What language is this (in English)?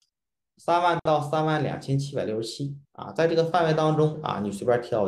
Chinese